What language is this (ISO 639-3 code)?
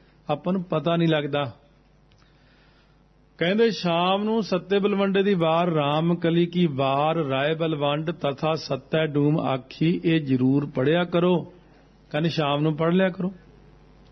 pan